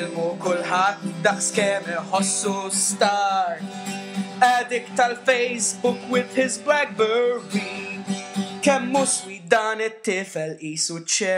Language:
Maltese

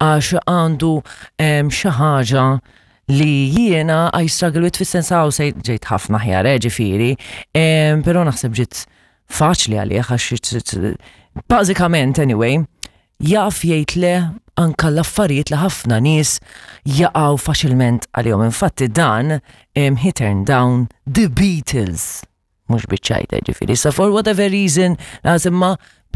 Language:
Maltese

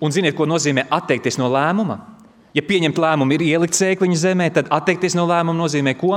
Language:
Latvian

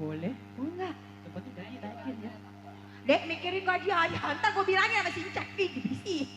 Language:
Betawi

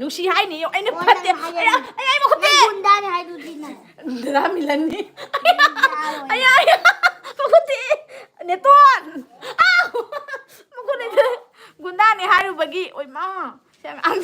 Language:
Manipuri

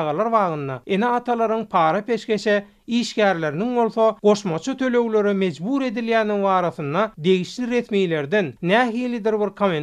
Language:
Turkmen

